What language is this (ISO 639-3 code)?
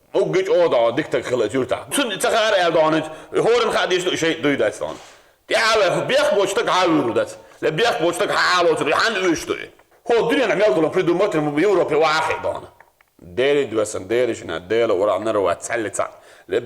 che